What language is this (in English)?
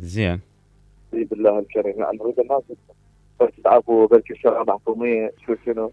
Mesopotamian Arabic